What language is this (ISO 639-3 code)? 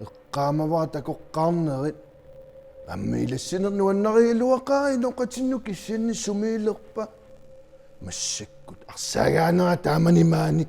kal